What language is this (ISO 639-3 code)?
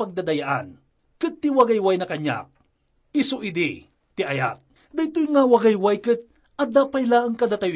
ilo